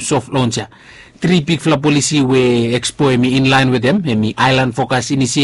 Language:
Bislama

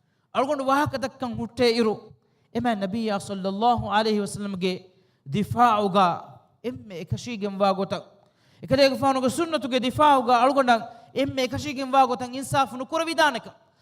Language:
Divehi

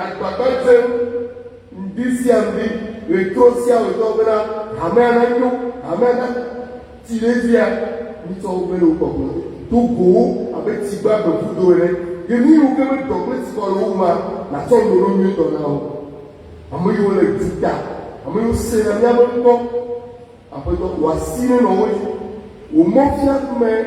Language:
Ewe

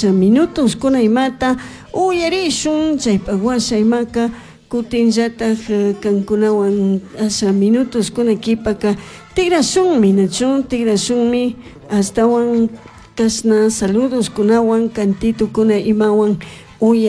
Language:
Chimborazo Highland Quichua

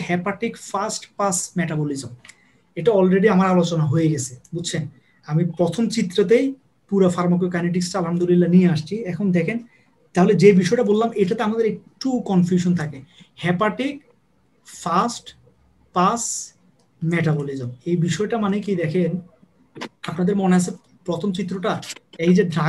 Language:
Bangla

